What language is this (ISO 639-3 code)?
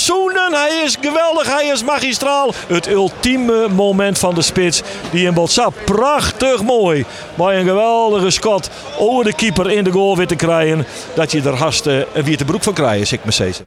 fry